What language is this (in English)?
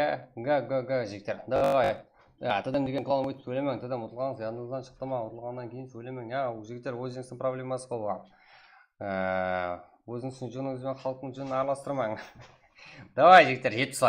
Kara-Kalpak